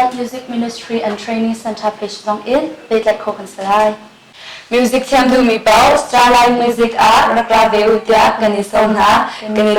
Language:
Hakha Chin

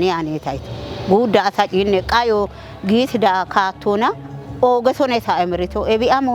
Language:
Kafa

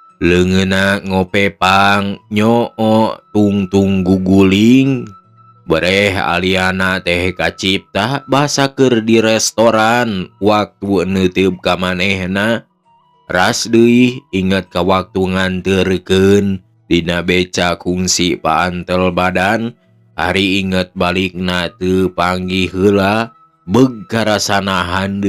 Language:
Sundanese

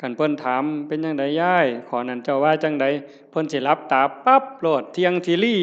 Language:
Northeastern Thai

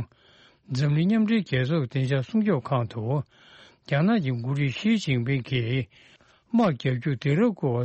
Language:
Tibetan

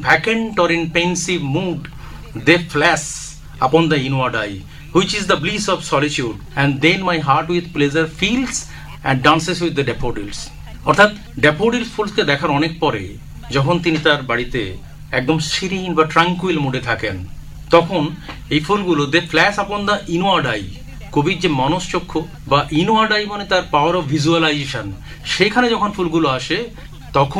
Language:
Bangla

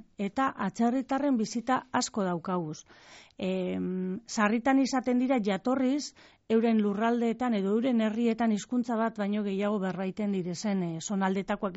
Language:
Basque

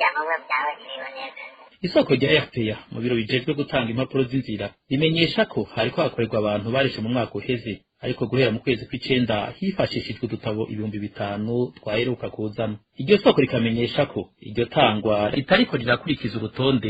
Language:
Rundi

